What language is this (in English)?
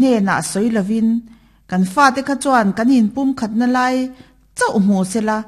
Mizo